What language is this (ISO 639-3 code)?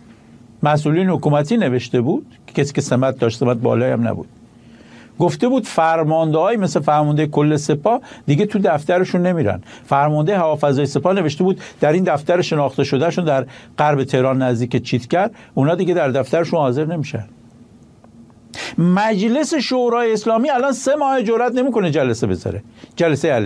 fas